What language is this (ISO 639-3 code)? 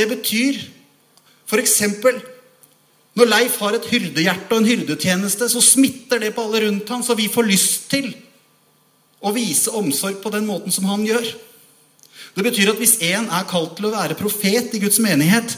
nor